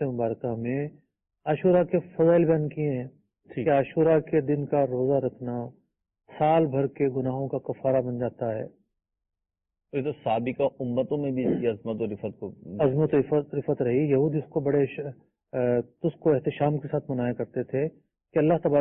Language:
Urdu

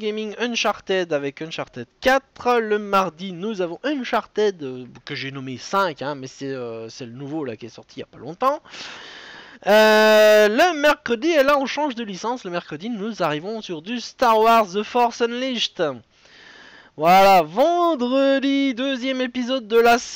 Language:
French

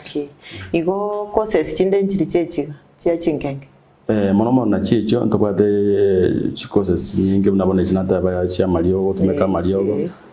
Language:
Gusii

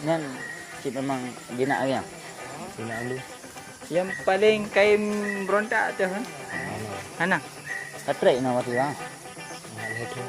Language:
Achinese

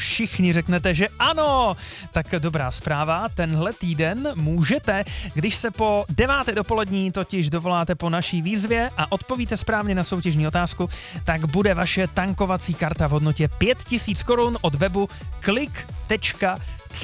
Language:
Czech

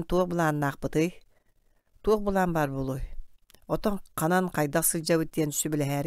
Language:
Yakut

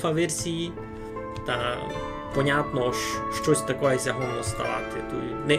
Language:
Rusyn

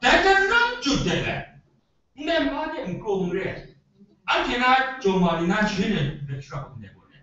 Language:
Kachin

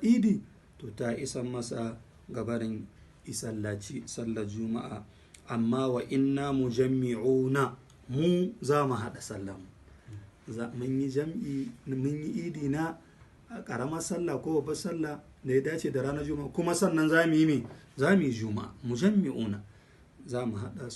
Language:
Hausa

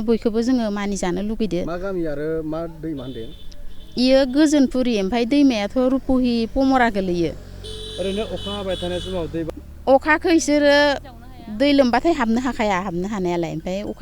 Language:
Bodo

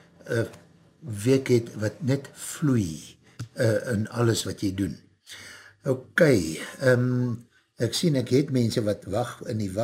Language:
Afrikaans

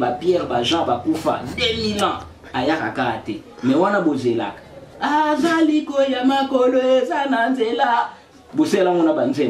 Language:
Lingala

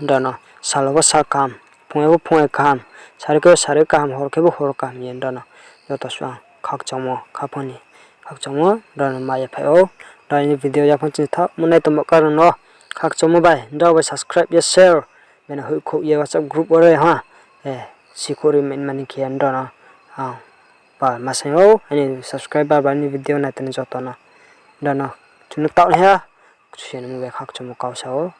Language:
Riang (India)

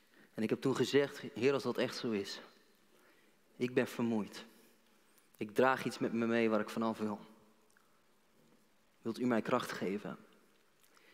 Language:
Dutch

